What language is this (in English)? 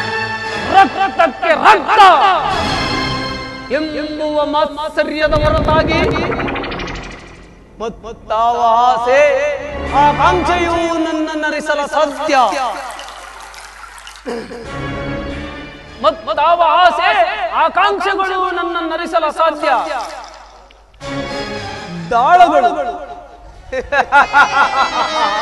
Kannada